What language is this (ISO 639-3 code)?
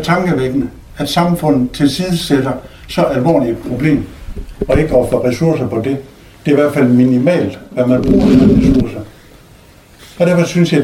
dan